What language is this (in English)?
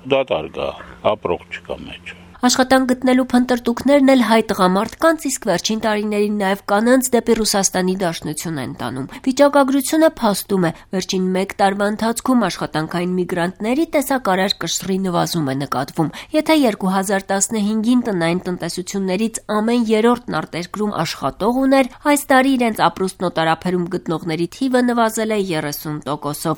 Armenian